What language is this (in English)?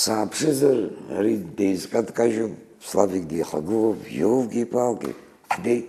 Abkhazian